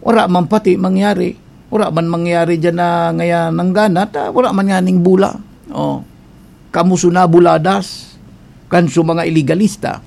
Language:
Bikol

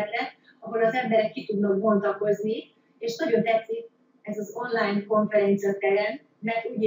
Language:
Hungarian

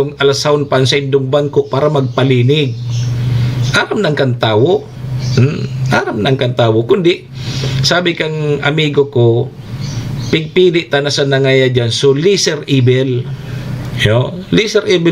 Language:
Bikol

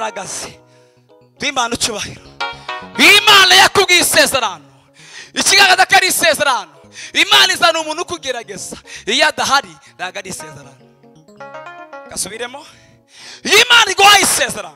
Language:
Kinyarwanda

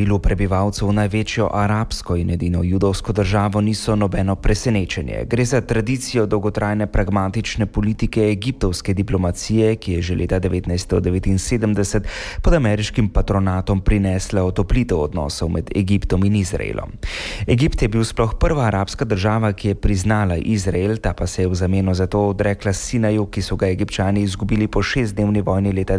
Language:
Slovenian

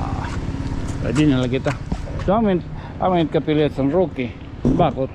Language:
Waray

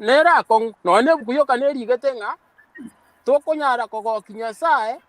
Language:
Gusii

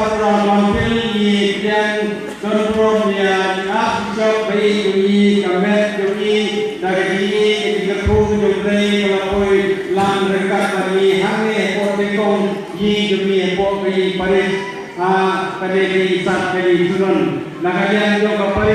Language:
Khasi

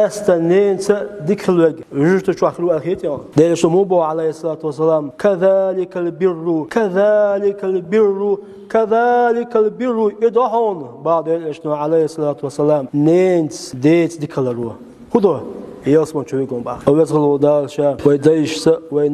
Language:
Chechen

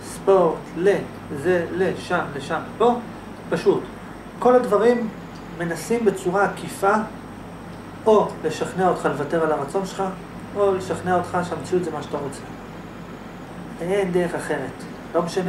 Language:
Hebrew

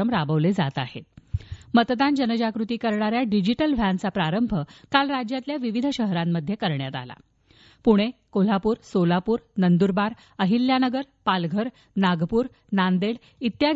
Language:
Marathi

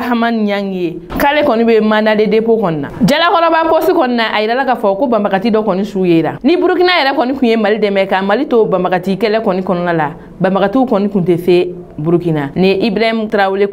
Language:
Bambara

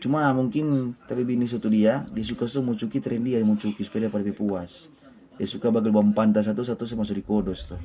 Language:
Manado Malay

